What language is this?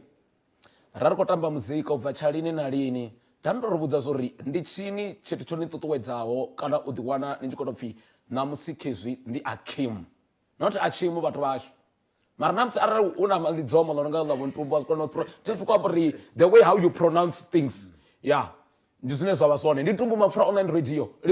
Venda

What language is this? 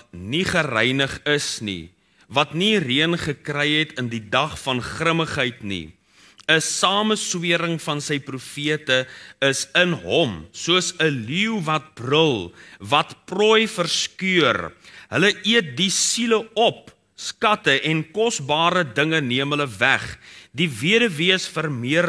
Afrikaans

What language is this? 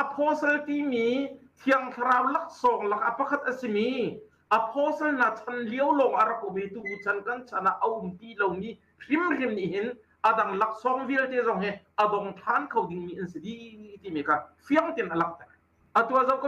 Hakha Chin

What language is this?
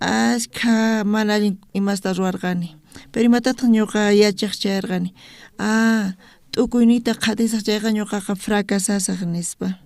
South Bolivian Quechua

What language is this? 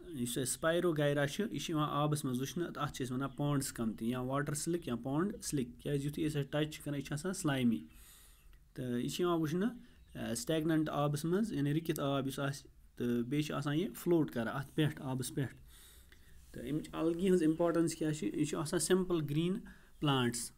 Kashmiri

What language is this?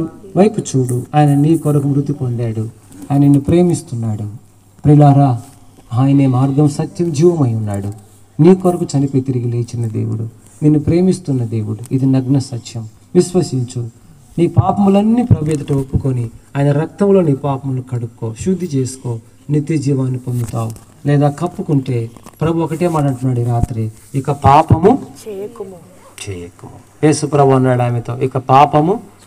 Telugu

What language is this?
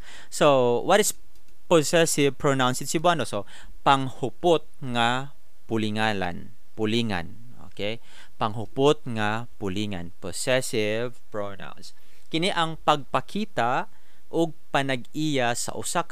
Cebuano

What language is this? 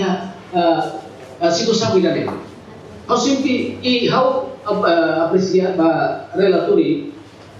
Tetum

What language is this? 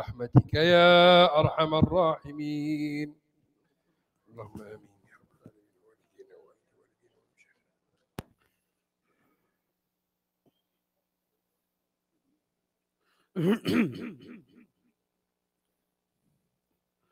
Arabic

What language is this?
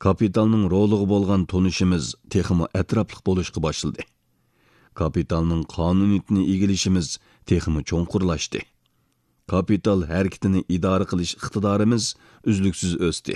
Uyghur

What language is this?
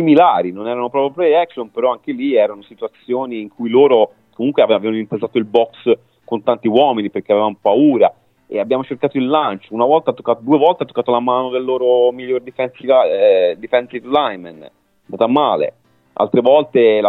Italian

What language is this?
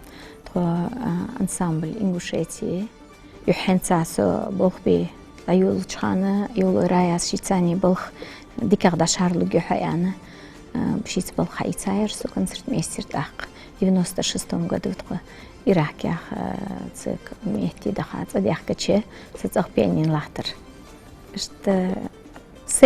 Ingush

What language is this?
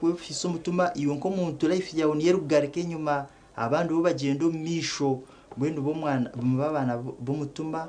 Nyankole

